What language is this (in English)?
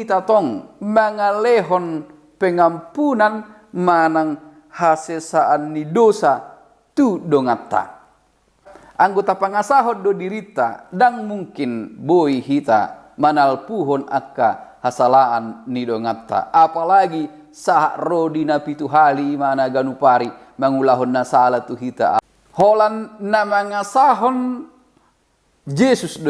Batak Toba